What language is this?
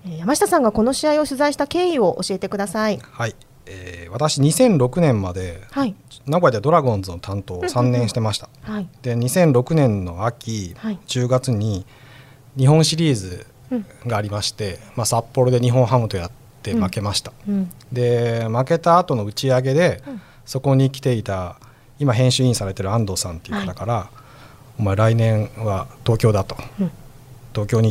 Japanese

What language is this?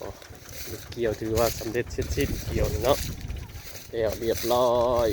Northeastern Thai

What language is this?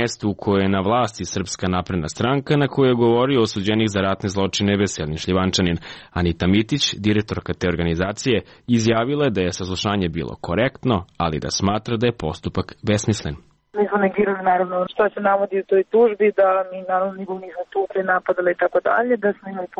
Serbian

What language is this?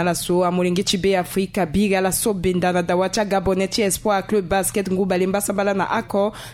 Sango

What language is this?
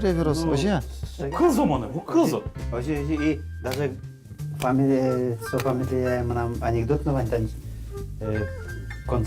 Udmurt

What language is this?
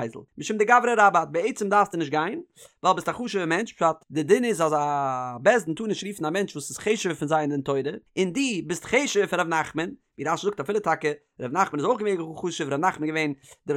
Yiddish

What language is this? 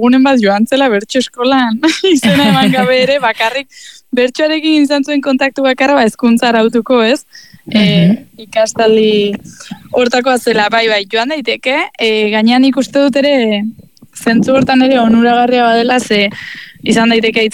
Basque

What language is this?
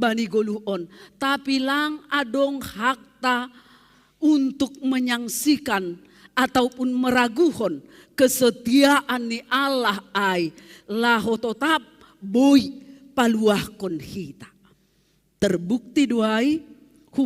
Batak Simalungun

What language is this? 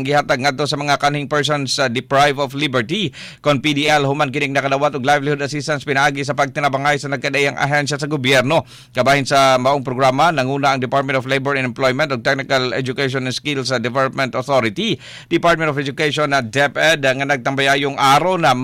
Cebuano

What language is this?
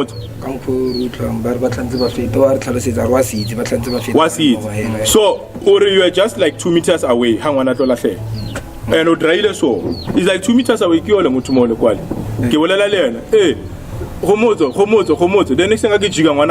Northern Sotho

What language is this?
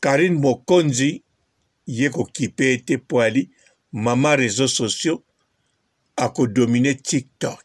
Lingala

